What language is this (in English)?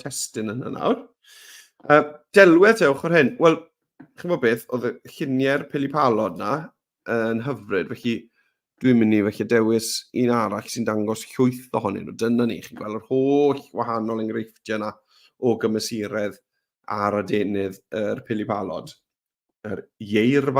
Welsh